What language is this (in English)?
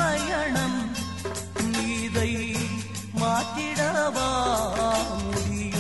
Tamil